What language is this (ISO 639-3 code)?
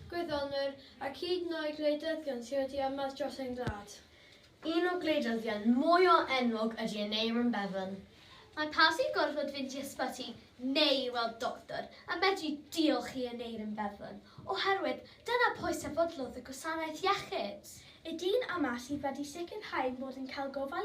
cym